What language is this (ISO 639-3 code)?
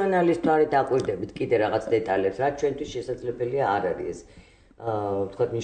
kat